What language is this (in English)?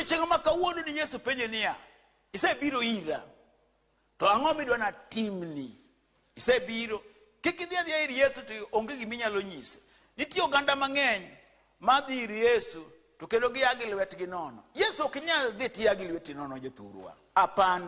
Luo (Kenya and Tanzania)